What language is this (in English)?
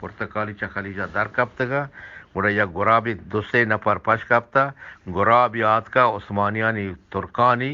Eastern Balochi